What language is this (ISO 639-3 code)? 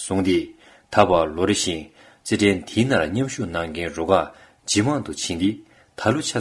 bod